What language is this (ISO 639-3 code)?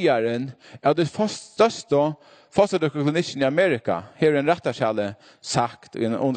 fao